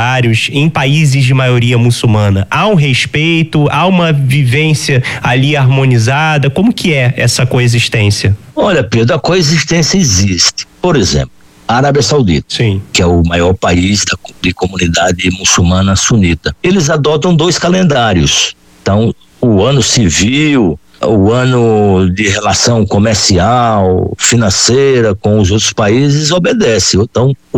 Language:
Portuguese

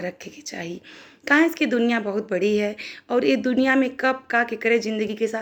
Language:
Bhojpuri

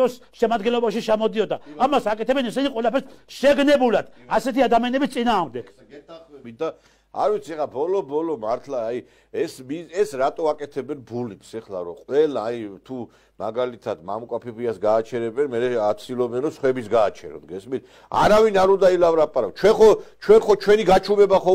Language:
Georgian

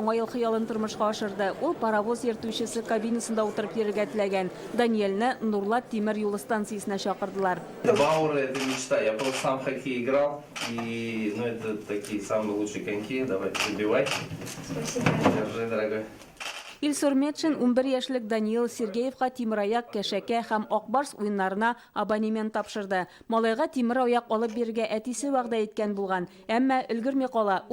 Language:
Tatar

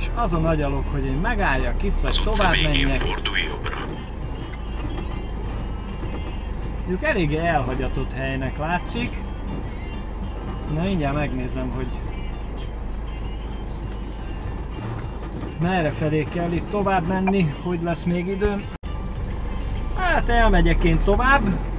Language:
Hungarian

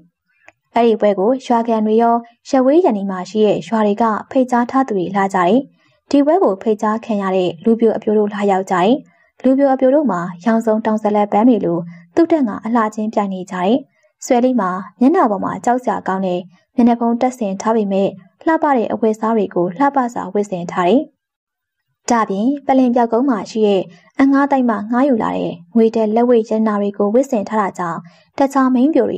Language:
Burmese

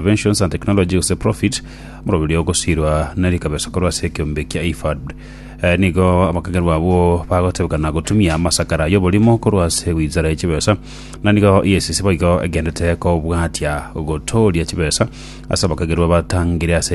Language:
Gusii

